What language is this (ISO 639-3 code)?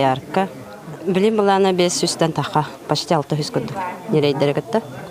sah